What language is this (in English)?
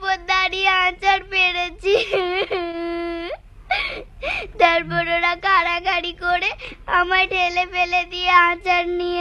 Bangla